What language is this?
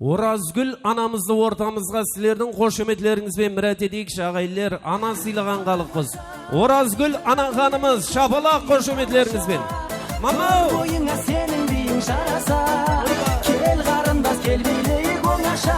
Kara-Kalpak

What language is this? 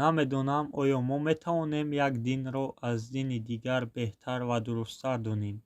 Tajik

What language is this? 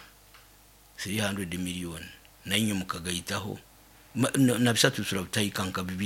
Nyoro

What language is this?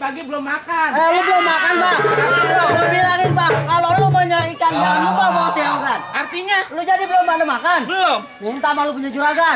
Betawi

